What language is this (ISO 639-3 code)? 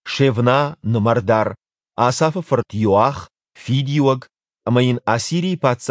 oss